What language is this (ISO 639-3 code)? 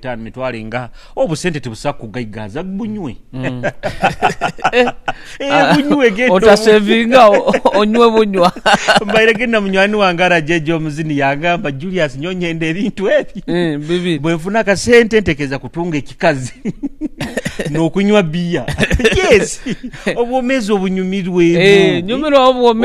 nyo